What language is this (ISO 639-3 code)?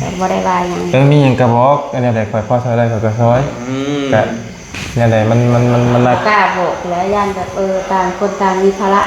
lao